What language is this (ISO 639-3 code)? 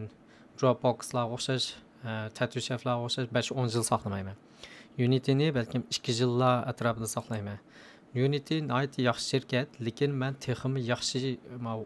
uig